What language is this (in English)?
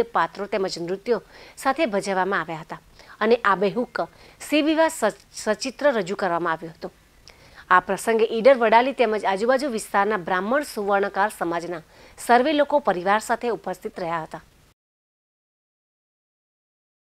Gujarati